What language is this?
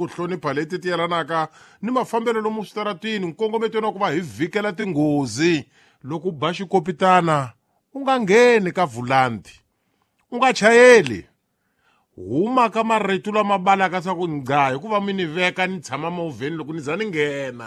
Tsonga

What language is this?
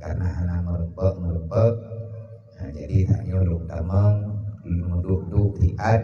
Achinese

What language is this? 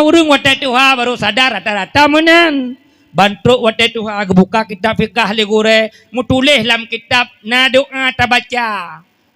Achinese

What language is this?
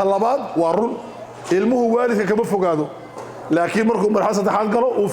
Somali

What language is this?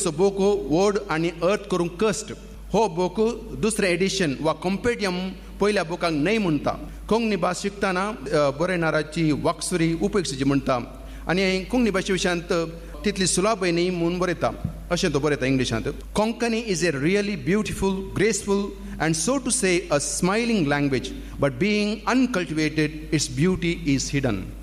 Konkani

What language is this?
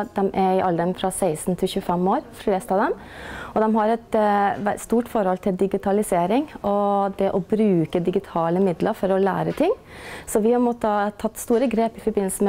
Norwegian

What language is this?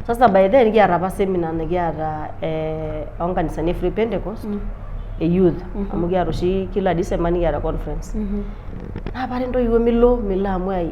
Masai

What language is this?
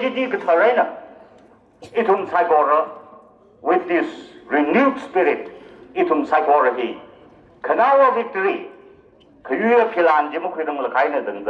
Tangkhul Naga (India)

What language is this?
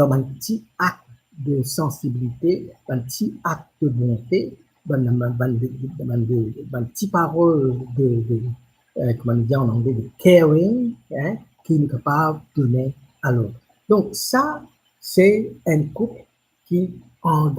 Morisyen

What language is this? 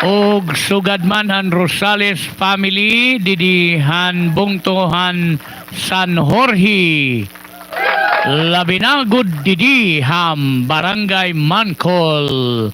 Waray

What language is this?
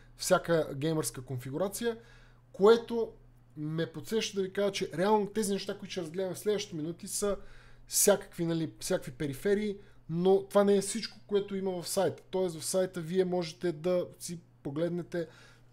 Bulgarian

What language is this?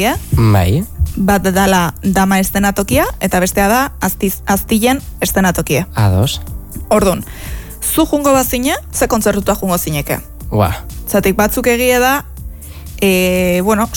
Basque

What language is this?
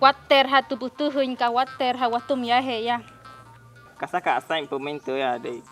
Wayuu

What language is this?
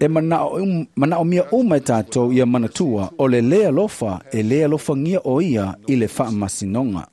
Samoan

